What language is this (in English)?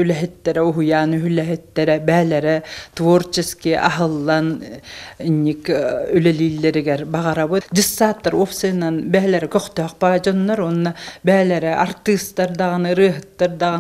Yakut